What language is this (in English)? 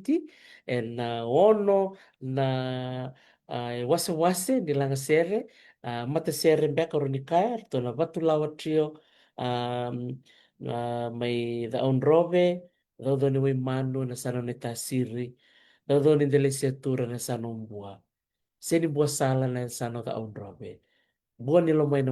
Fijian